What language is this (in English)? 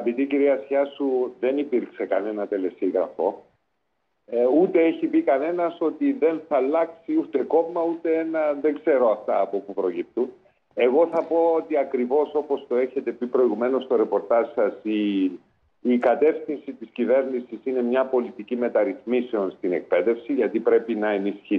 Greek